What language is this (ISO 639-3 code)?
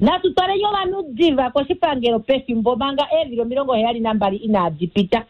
kua